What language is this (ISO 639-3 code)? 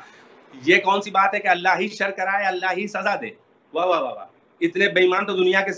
urd